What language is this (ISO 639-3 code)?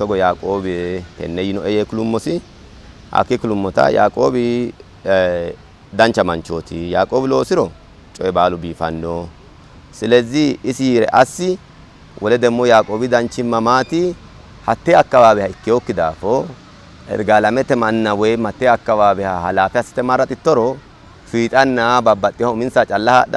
sid